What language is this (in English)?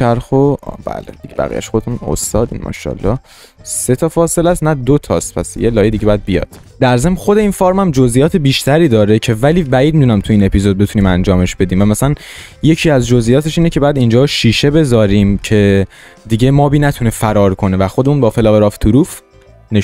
Persian